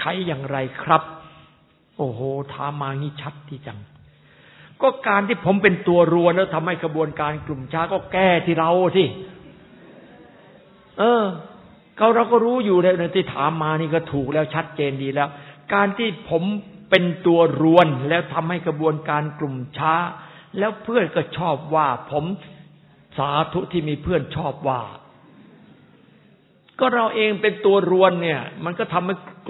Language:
Thai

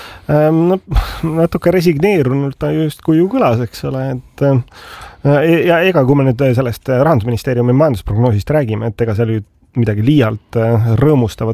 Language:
Estonian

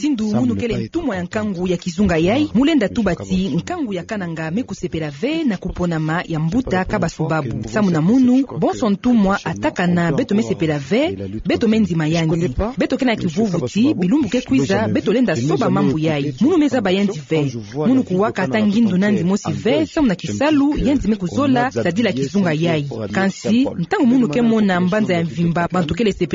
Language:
Kituba (Democratic Republic of Congo)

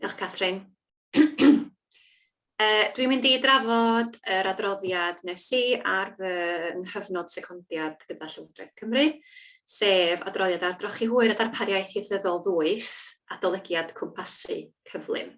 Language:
Welsh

